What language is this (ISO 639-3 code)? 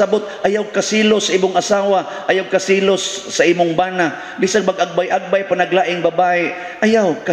ceb